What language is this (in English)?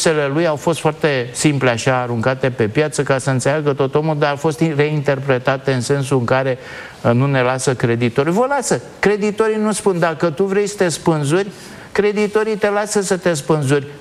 Romanian